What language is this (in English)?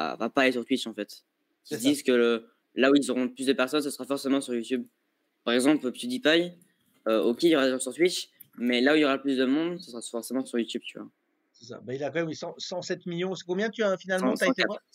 French